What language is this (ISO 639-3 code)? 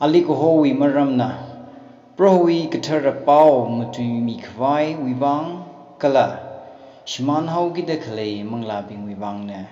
nmf